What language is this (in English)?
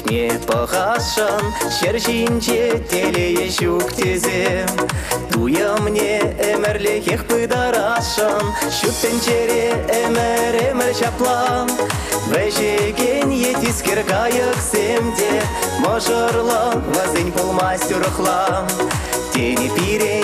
Chuvash